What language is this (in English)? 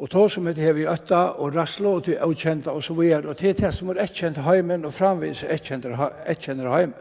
Faroese